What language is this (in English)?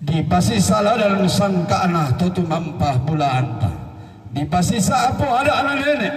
Toraja-Sa'dan